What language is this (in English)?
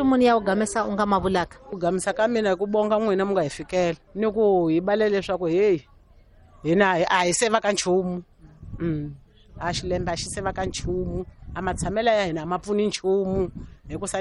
Tsonga